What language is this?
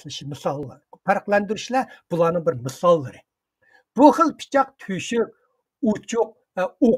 Uyghur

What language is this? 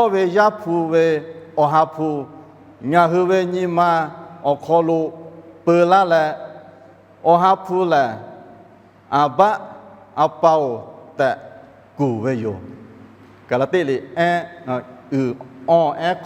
Lahu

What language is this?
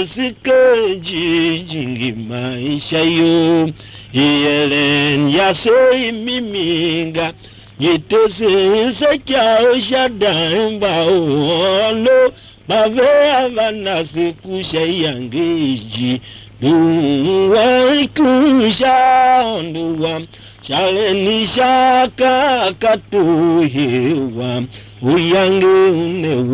Tiv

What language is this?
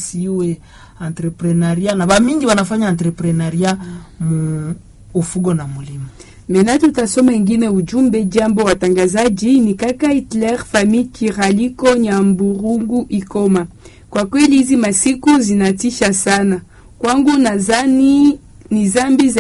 Swahili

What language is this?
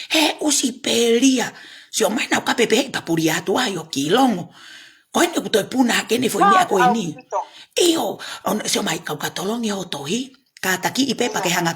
Tongan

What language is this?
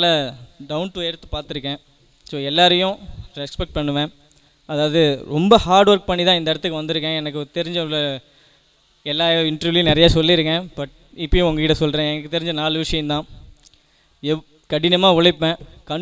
Tamil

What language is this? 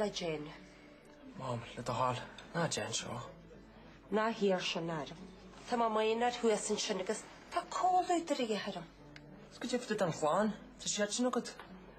Irish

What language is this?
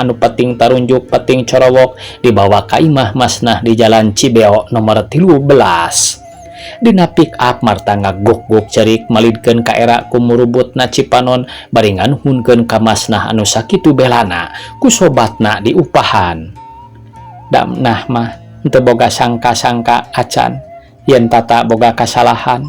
Sundanese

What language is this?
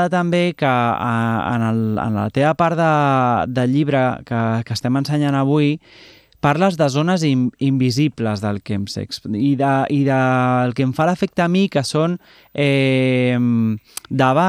Catalan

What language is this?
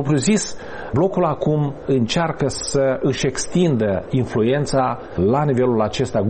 Romanian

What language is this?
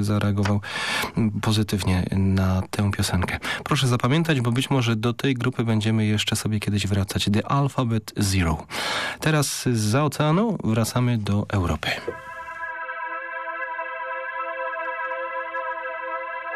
Polish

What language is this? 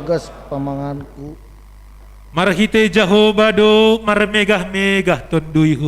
Batak Simalungun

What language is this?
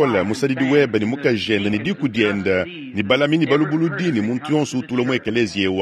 Luba-Lulua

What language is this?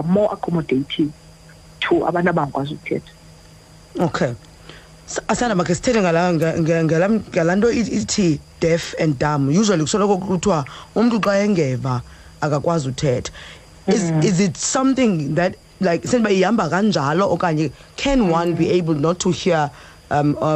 Xhosa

